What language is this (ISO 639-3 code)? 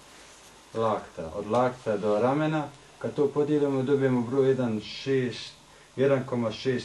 bos